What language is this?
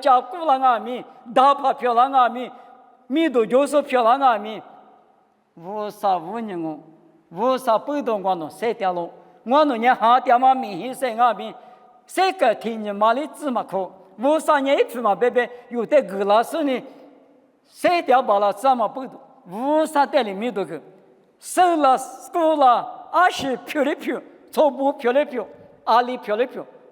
Lisu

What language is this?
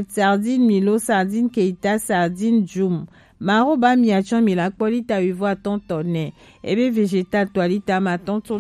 Gen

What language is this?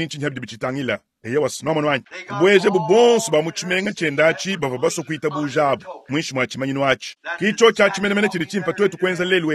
Luba-Lulua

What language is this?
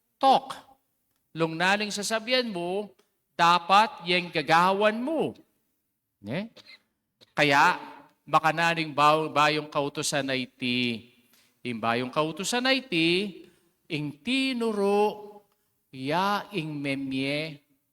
Pampanga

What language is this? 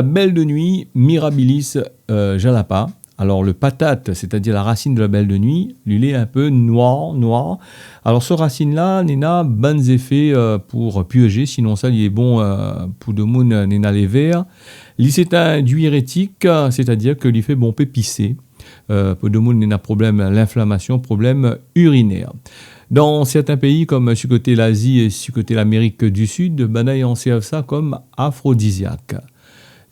Réunion Creole French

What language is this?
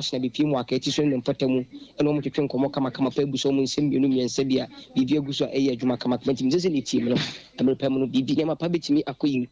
Akan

